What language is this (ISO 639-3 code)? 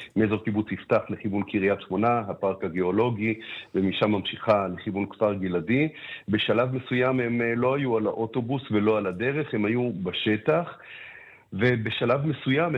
heb